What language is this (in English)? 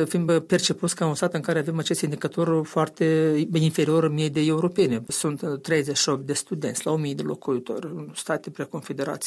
Romanian